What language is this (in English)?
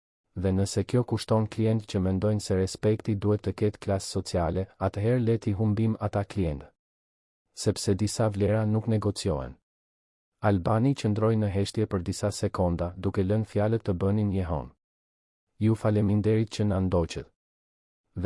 Albanian